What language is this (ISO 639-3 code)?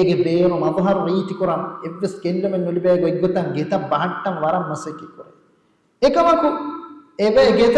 div